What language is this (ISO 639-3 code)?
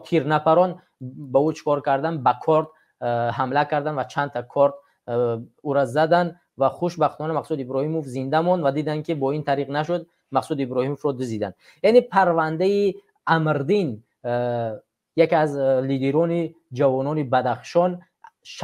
tgk